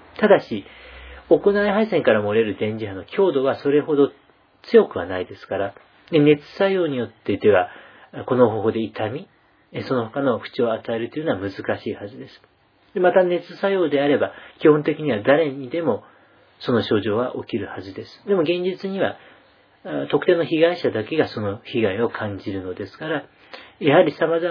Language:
Japanese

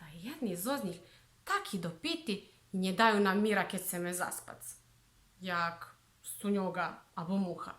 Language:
Rusyn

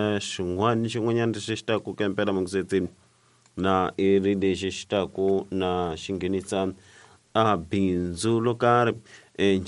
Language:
Tsonga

